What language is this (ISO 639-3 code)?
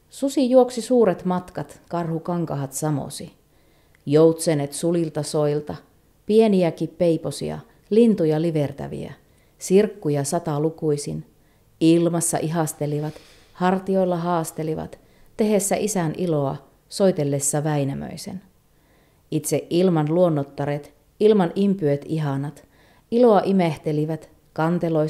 fin